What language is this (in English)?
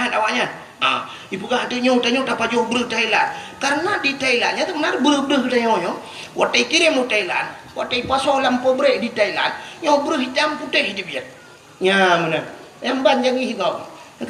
Achinese